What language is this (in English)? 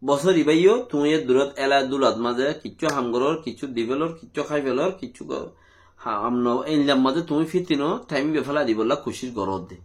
Rohingya